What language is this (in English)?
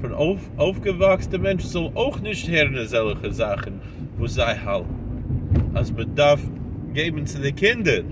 Yiddish